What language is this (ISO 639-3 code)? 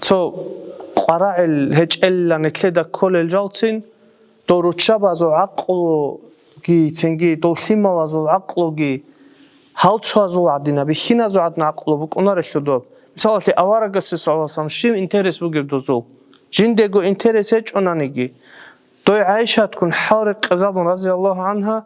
ava